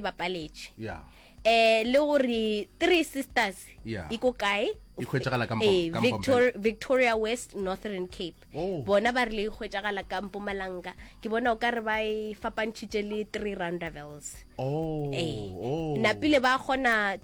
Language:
Northern Sotho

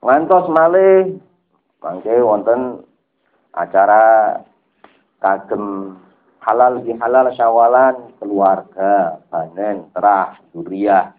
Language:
Javanese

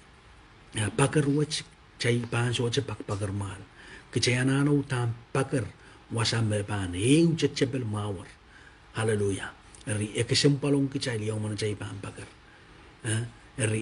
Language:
Pohnpeian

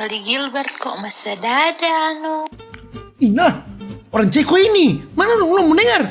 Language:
Manado Malay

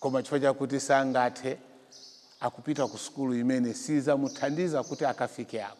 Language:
Nyanja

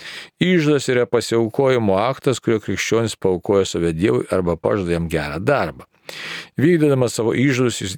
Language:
Lithuanian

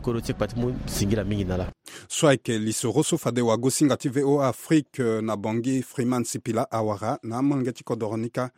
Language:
Sango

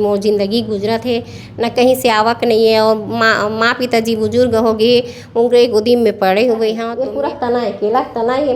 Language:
Chhattisgarhi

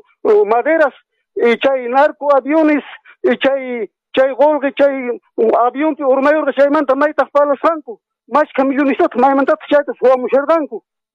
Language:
Quechua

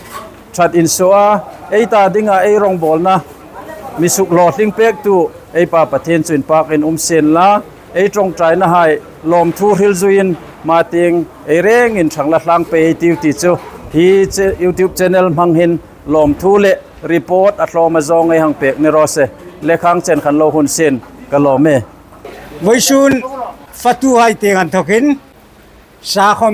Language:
Hmar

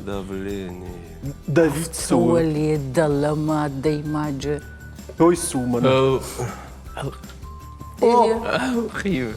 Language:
Ossetic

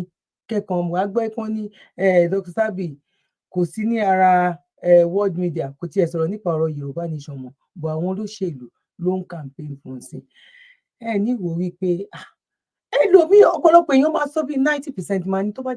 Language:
Yoruba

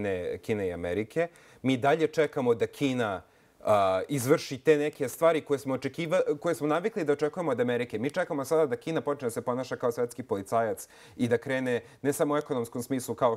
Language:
Serbian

